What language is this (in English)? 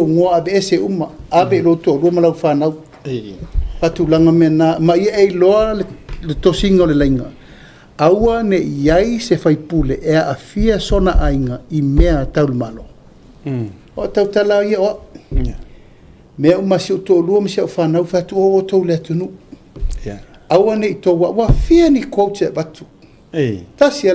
Samoan